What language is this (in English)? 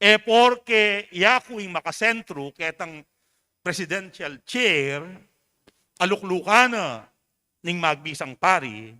Pampanga